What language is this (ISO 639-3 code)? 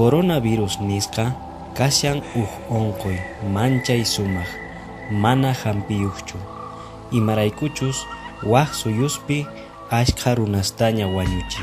que